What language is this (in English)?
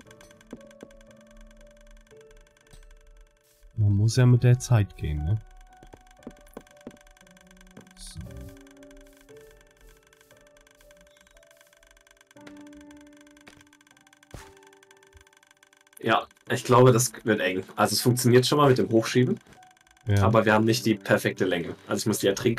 German